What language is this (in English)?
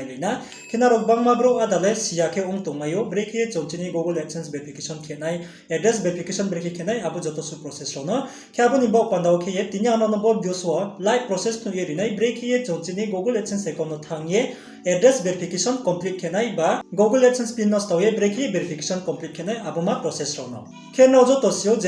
Riang (India)